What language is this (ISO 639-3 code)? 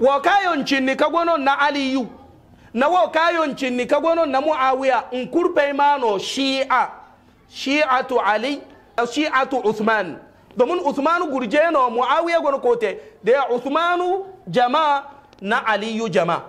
hau